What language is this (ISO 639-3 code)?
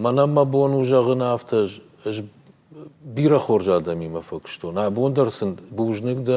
oss